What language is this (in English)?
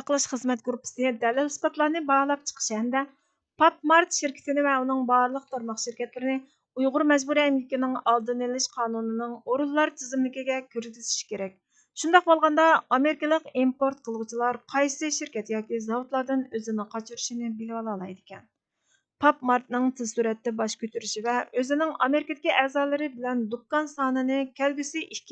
Uyghur